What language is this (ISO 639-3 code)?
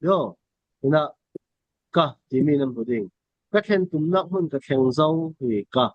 cfm